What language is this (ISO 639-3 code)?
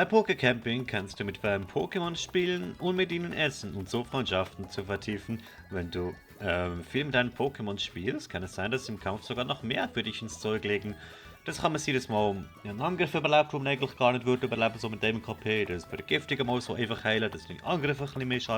gsw